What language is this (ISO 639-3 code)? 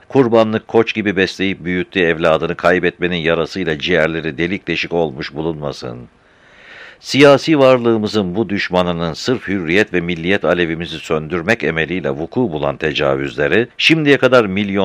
tur